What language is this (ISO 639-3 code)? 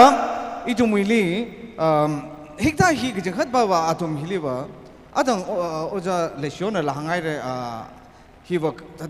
nmf